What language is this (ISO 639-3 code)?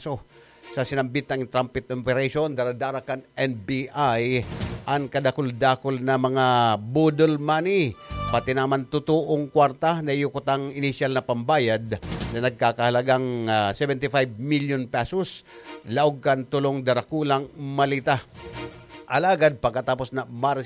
bik